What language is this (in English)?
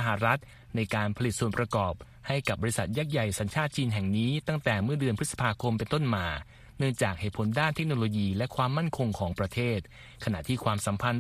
Thai